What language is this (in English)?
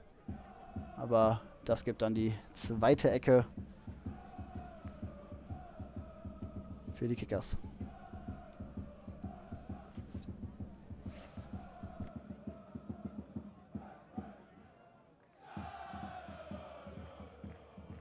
German